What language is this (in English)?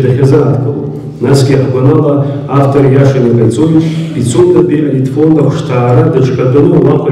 Abkhazian